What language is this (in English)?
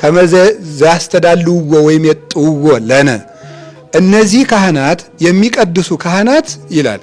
Amharic